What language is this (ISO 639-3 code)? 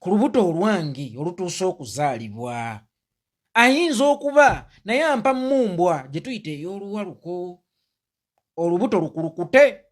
lug